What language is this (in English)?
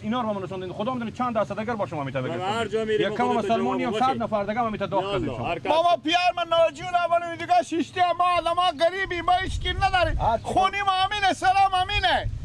Persian